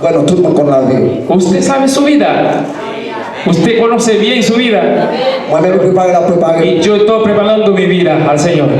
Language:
Haitian Creole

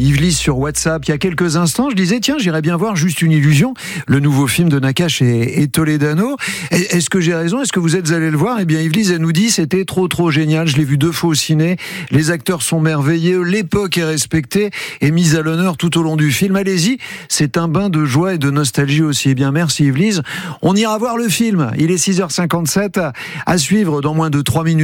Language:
French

